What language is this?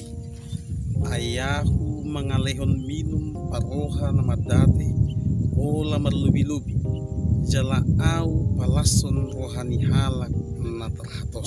Batak Toba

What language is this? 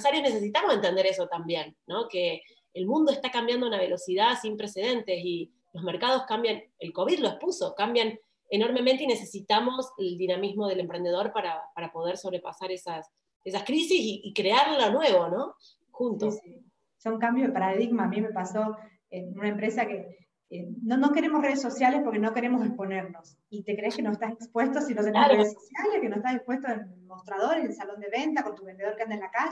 Spanish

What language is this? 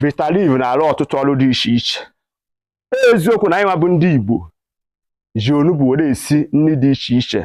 Igbo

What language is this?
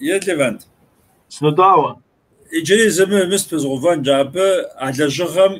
Kabardian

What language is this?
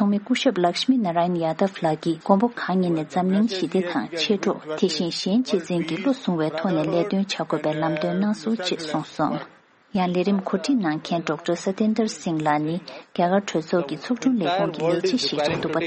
Tibetan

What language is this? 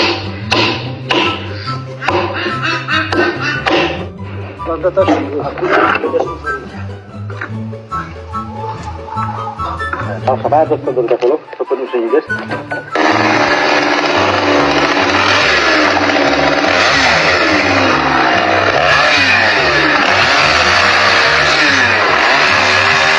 Romanian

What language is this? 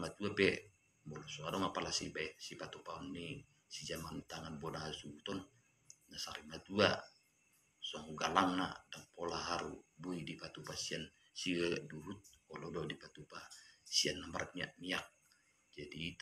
Batak Toba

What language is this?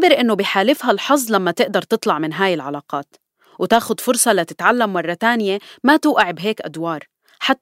North Levantine Arabic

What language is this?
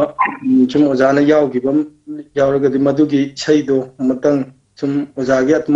Manipuri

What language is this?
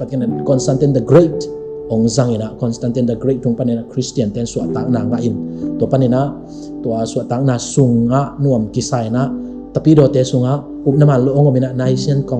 Tedim Chin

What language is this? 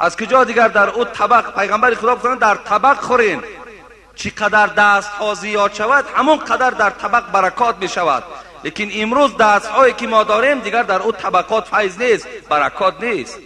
Tajik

